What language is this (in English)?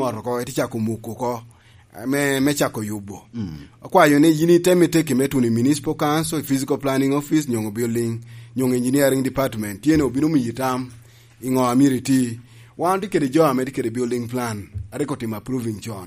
Lango (Uganda)